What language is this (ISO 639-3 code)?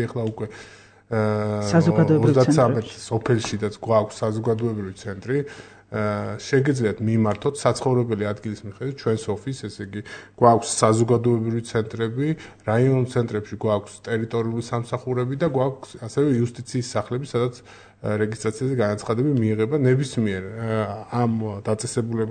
kat